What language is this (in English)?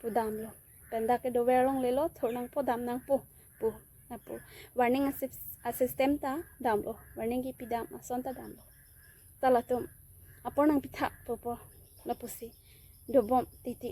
Karbi